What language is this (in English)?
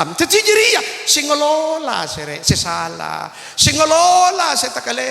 Madurese